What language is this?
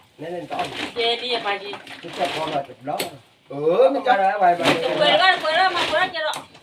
S'gaw Karen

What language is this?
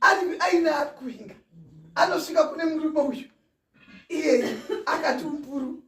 Shona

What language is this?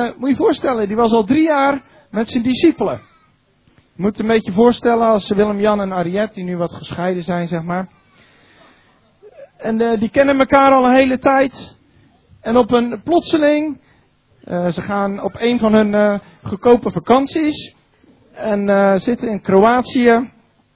Dutch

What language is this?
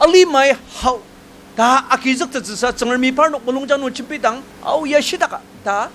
Ao Naga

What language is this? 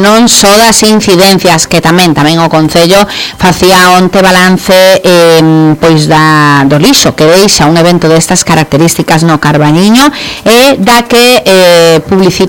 Galician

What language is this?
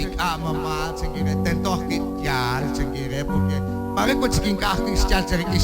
Kekchí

